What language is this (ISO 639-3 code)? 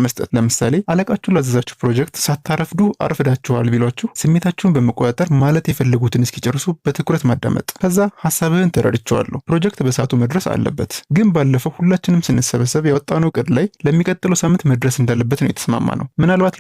amh